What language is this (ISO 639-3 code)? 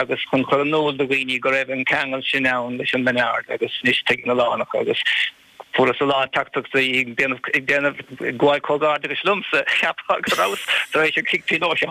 gle